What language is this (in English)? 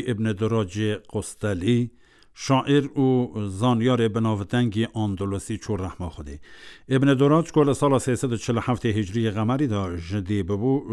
Kurdish